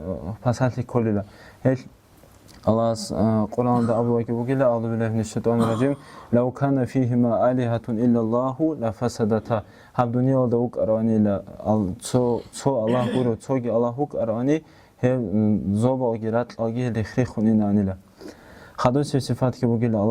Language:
Avaric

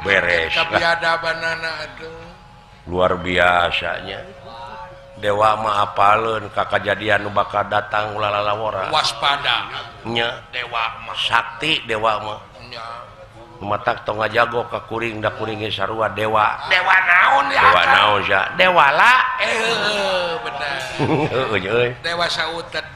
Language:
Sundanese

